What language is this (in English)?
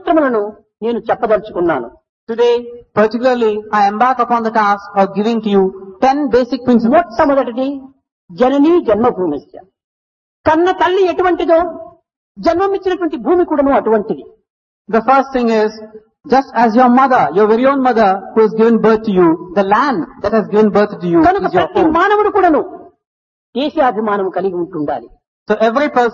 Telugu